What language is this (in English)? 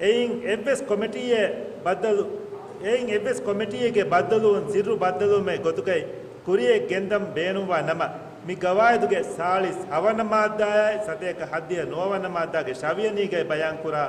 Divehi